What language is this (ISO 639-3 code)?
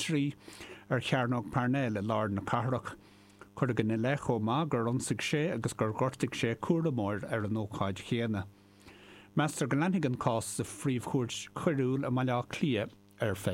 gle